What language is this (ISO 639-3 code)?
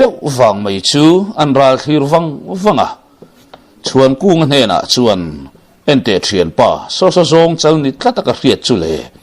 lus